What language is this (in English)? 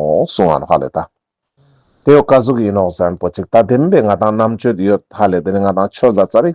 Ladakhi